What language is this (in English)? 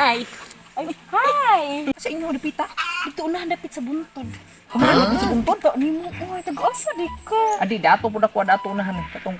Cebuano